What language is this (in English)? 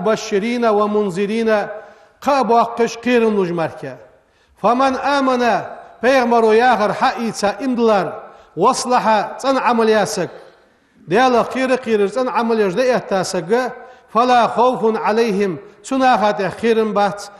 Ingush